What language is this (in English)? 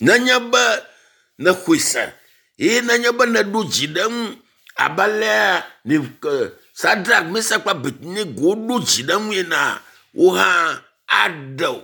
Ewe